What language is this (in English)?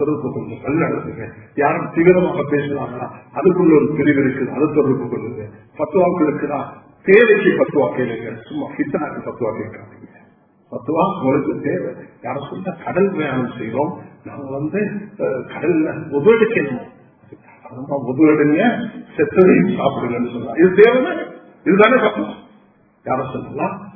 Tamil